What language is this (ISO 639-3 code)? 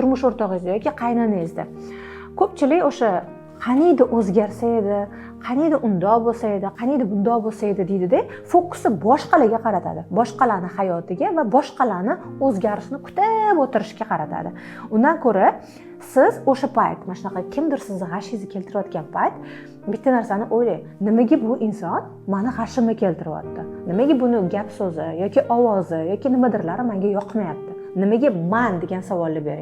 uzb